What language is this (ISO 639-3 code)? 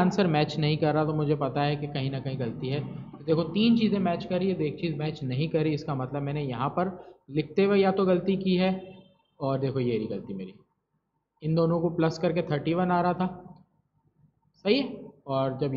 hin